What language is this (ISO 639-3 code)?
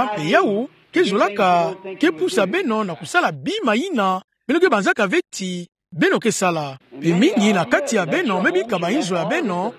ktu